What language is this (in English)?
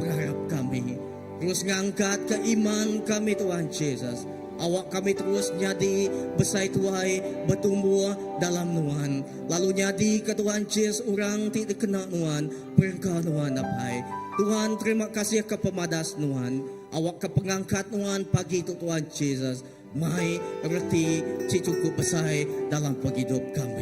Iban